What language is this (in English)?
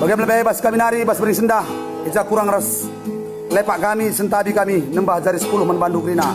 Batak Karo